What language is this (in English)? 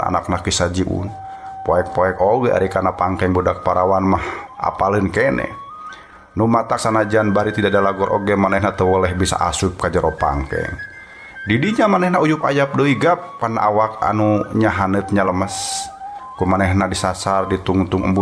Sundanese